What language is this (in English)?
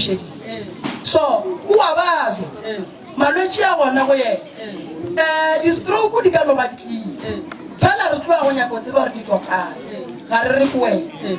Northern Sotho